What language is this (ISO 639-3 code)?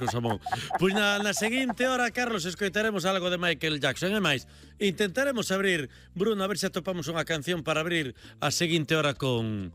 glg